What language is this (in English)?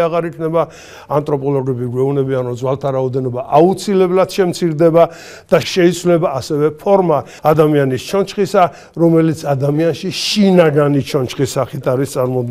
Georgian